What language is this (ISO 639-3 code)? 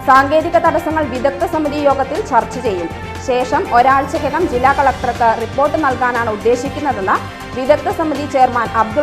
mal